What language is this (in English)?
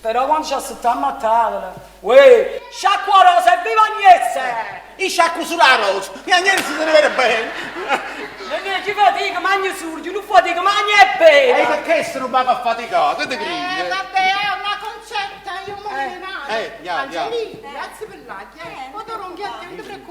Neapolitan